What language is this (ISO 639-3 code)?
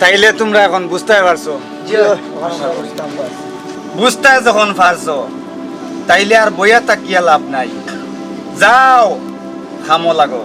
syl